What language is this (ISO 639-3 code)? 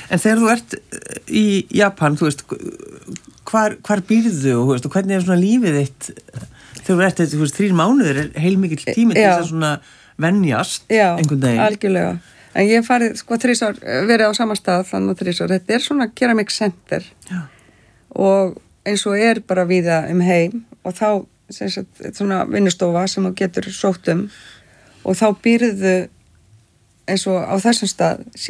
isl